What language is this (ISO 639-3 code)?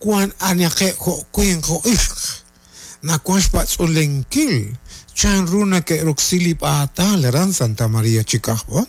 kek